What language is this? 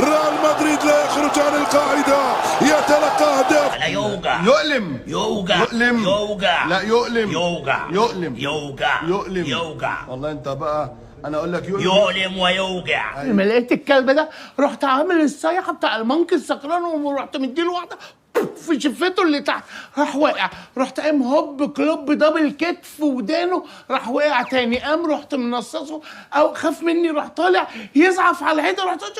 Egyptian Arabic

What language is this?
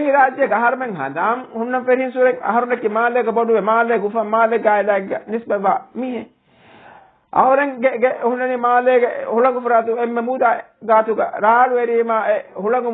Divehi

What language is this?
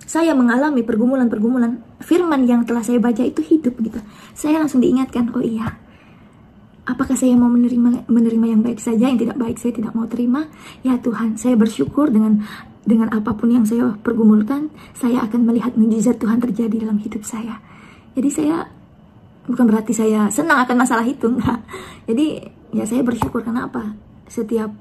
Indonesian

